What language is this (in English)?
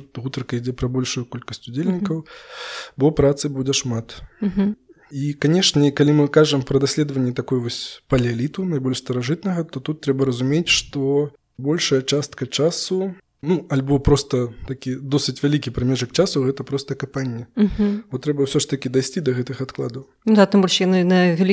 Belarusian